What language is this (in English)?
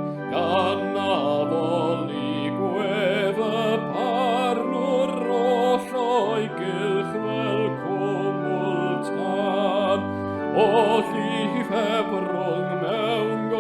Welsh